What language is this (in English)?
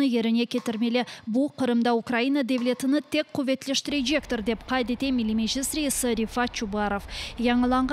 Crimean Tatar